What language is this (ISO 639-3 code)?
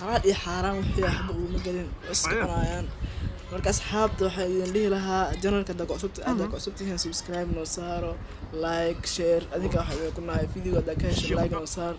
som